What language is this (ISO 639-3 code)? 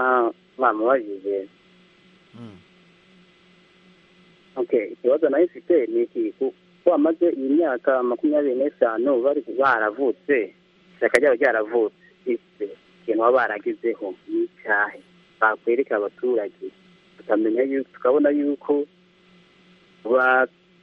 kin